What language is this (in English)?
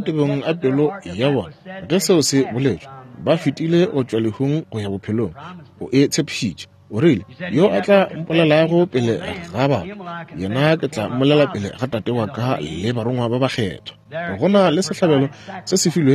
Northern Sotho